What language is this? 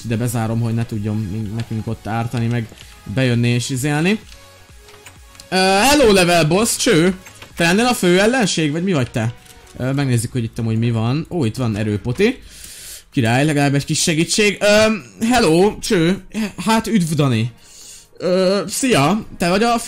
Hungarian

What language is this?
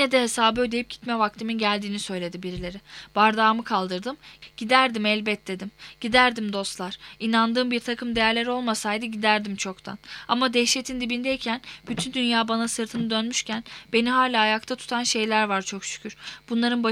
Turkish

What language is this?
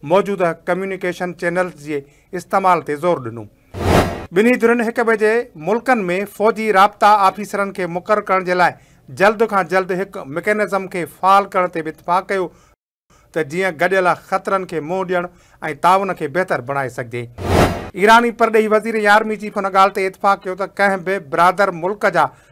Sindhi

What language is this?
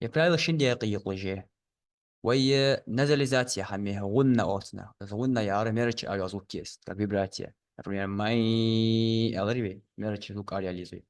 Ingush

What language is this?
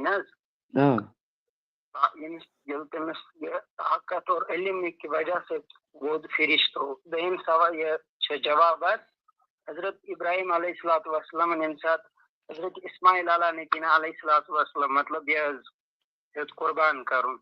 Kashmiri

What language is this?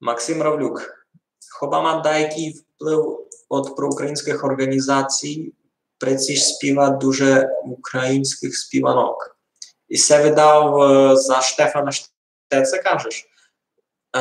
Rusyn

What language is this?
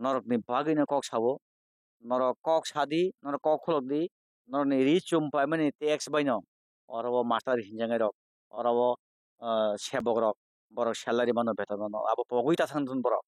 Kok Borok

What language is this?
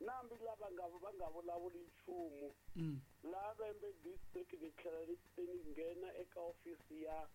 Tsonga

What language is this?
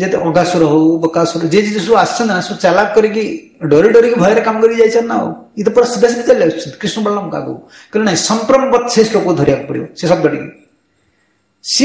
Odia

